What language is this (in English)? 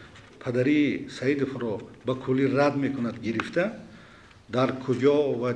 Tajik